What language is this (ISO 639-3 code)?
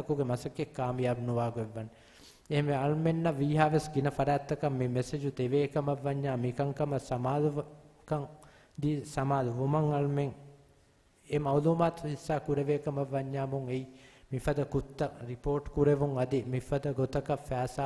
div